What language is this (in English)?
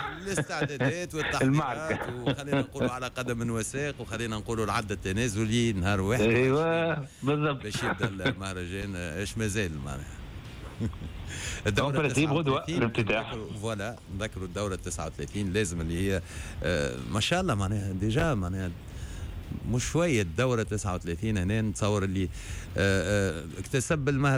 Tunisian Arabic